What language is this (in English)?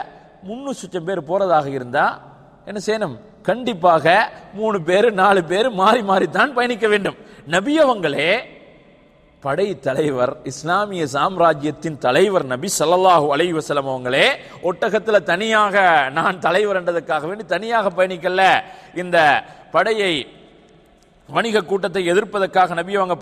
Tamil